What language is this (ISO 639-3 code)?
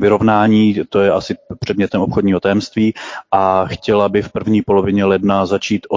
ces